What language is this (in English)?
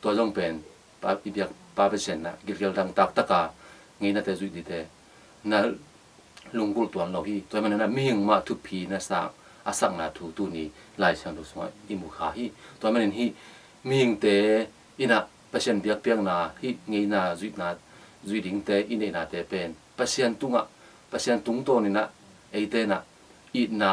Tedim Chin